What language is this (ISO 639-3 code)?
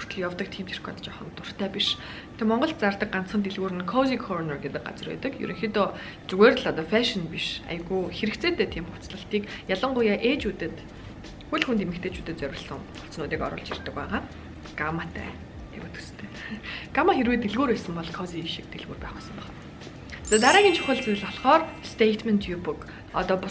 mon